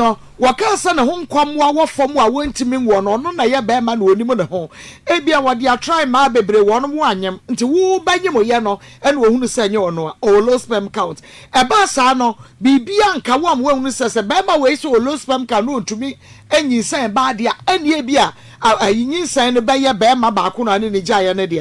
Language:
Akan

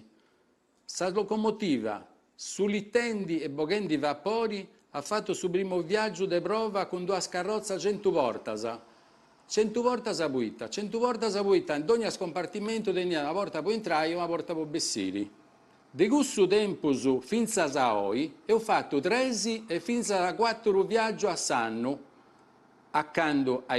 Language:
Sardinian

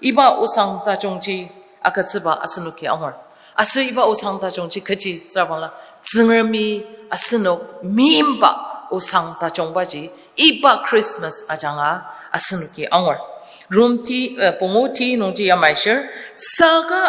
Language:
Ao Naga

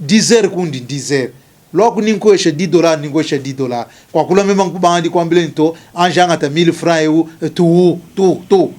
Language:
Luba-Lulua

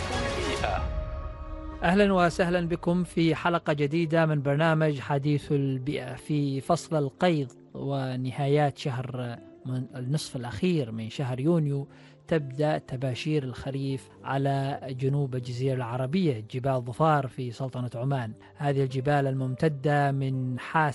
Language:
Arabic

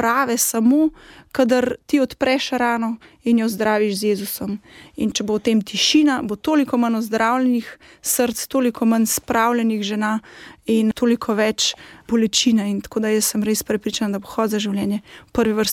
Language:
Slovenian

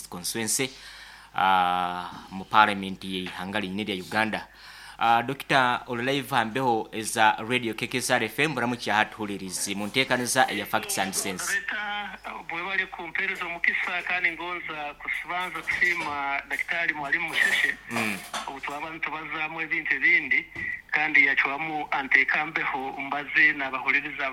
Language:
Nyoro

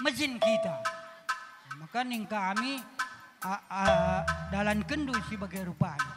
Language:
Batak Karo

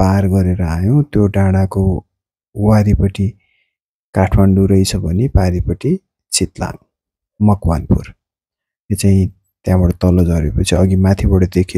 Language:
Nepali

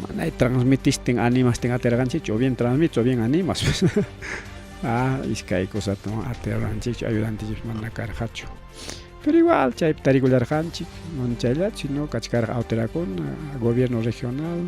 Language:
Ayacucho Quechua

